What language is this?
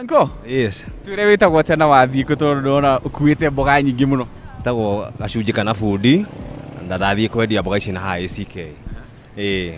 Kikuyu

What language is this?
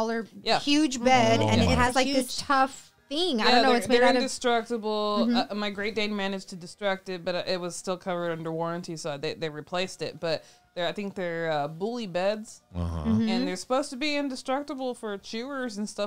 English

